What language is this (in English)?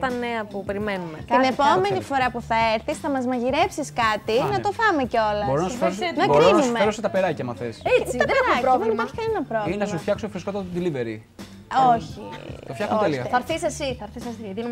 Greek